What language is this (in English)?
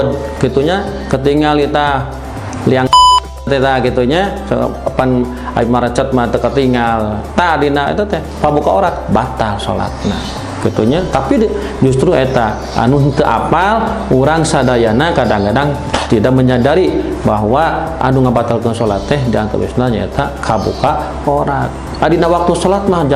Sundanese